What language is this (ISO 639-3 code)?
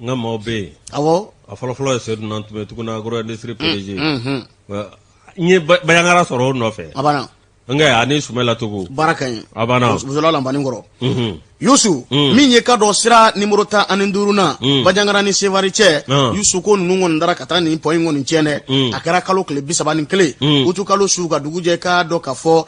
bam